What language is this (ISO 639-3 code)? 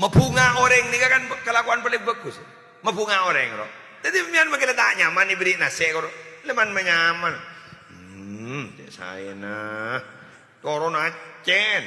mad